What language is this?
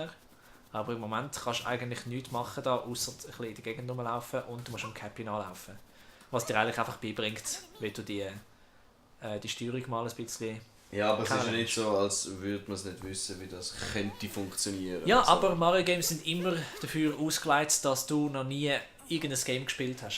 Swiss German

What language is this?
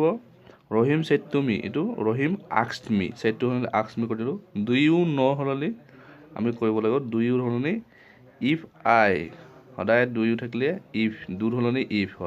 Assamese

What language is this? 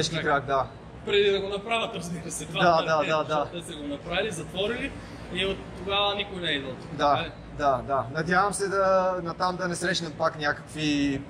Bulgarian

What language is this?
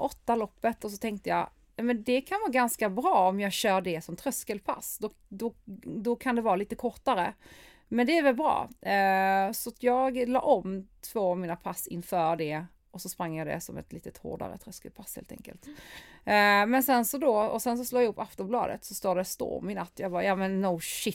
Swedish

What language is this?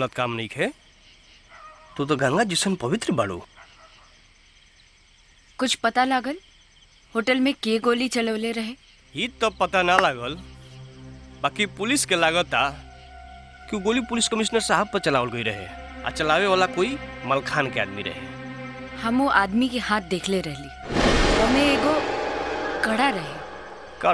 Bhojpuri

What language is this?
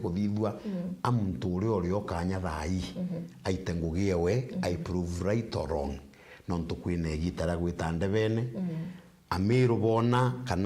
Meru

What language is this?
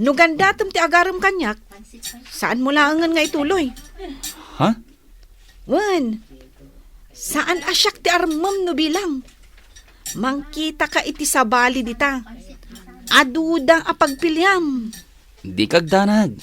Iloko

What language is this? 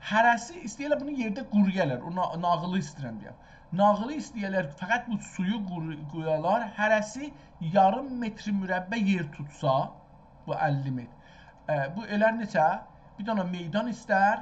South Azerbaijani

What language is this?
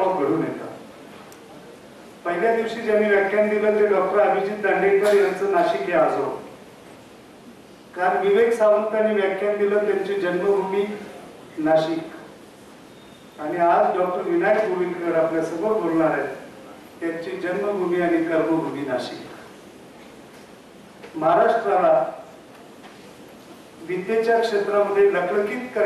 Marathi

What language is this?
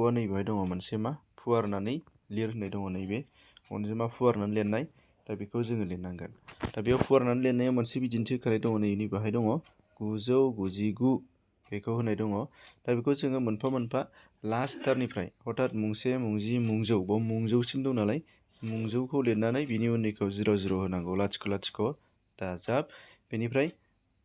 Bodo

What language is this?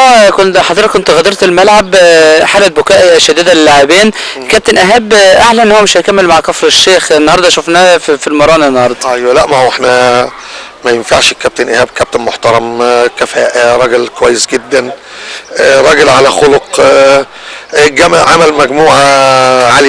Egyptian Arabic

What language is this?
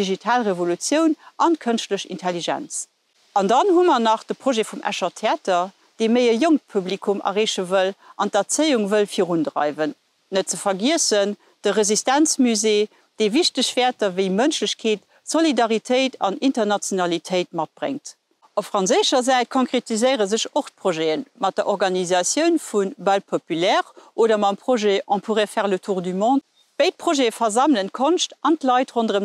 Luxembourgish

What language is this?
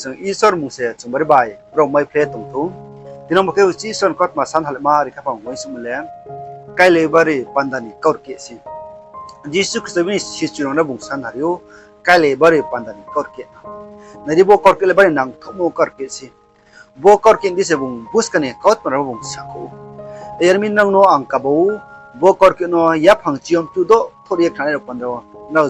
Riang (India)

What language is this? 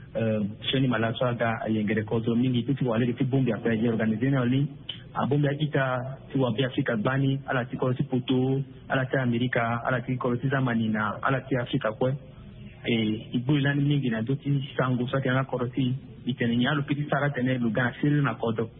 Sango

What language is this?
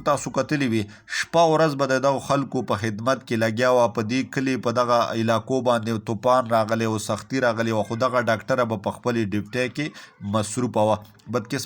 Pashto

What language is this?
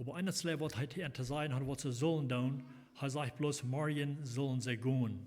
Plautdietsch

